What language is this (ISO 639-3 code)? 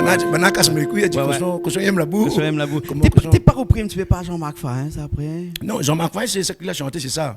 rcf